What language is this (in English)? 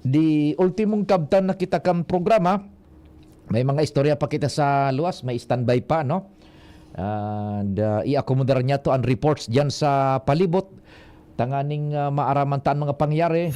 Bikol